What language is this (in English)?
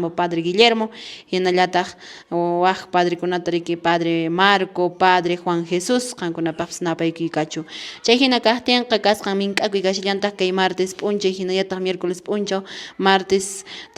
Quechua